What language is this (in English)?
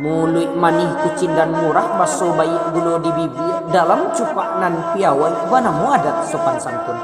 Minangkabau